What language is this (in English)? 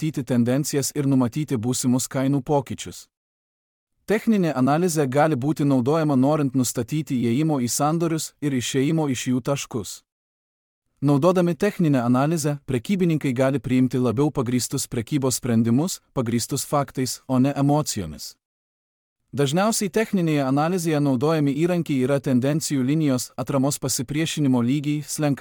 Lithuanian